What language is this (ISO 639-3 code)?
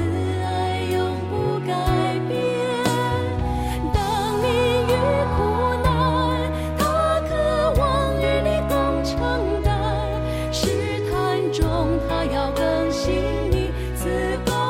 zho